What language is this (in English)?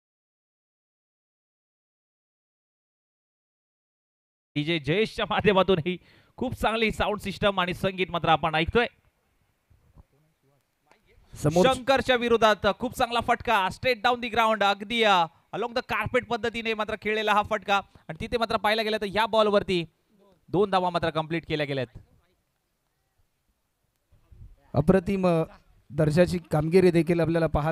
Marathi